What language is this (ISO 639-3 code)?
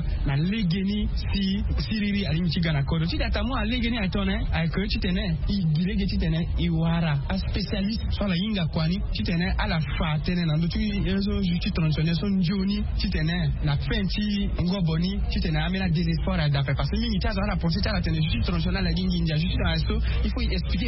sag